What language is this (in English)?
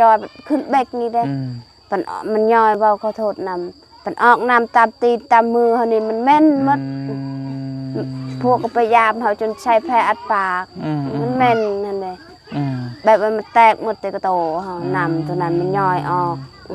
Lao